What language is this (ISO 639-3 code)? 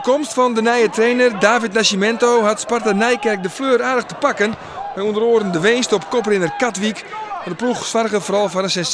fry